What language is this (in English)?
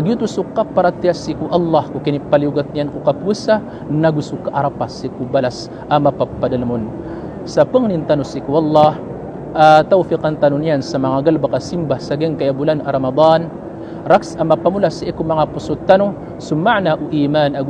Maranao